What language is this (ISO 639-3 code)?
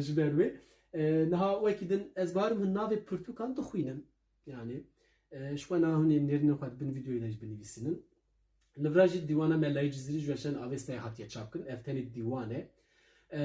kur